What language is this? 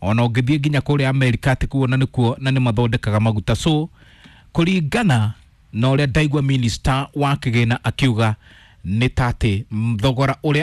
Kikuyu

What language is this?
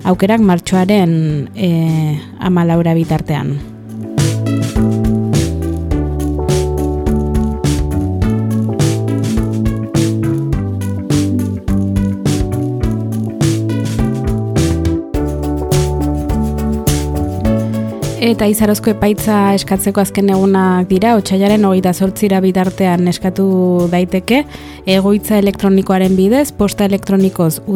Basque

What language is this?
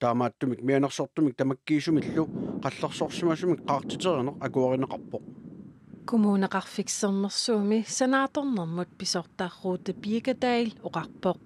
Kalaallisut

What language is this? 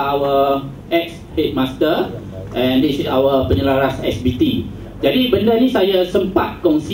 Malay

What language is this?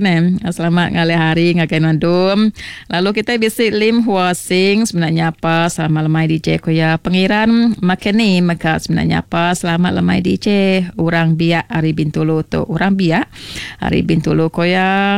Iban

